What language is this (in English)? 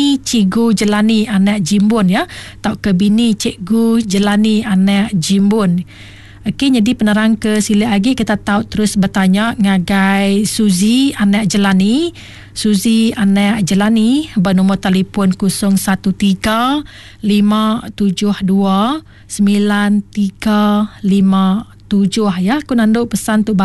Iban